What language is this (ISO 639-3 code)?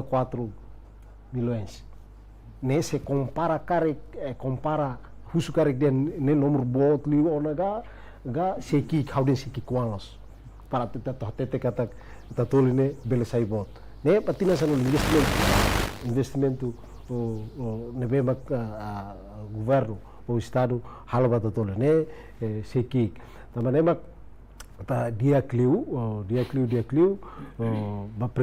tet